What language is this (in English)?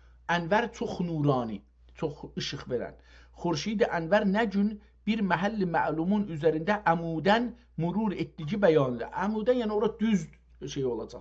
South Azerbaijani